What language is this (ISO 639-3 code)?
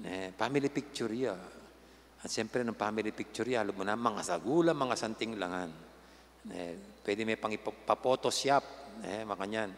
pam